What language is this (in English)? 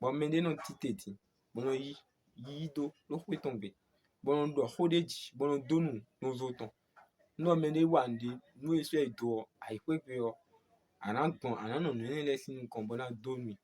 Fon